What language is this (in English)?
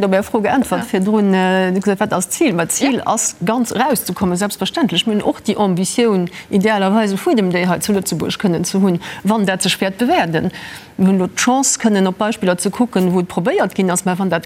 Luxembourgish